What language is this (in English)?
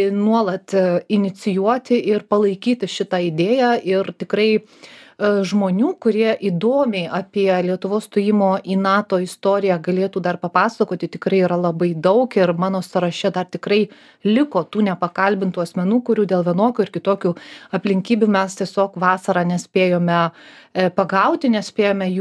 Lithuanian